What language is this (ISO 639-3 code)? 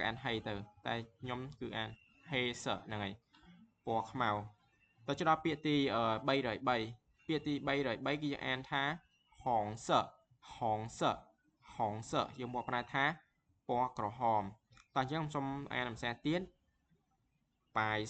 khm